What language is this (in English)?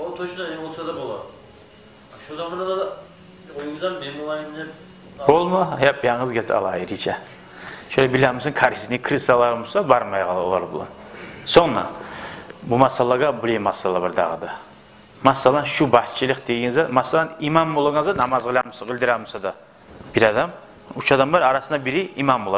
Kumyk